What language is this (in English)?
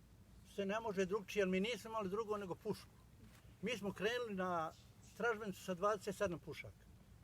Bosnian